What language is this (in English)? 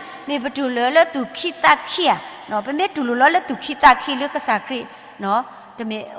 S'gaw Karen